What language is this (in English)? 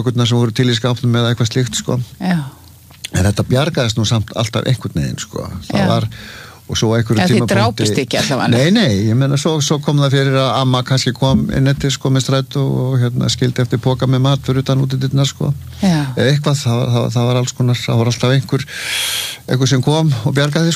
Icelandic